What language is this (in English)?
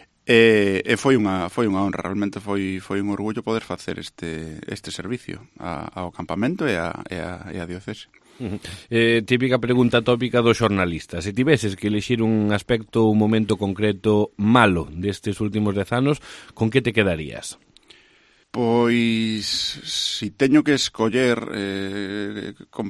Galician